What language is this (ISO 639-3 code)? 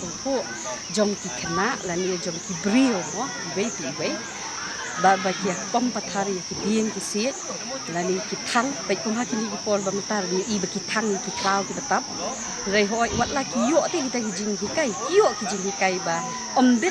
kha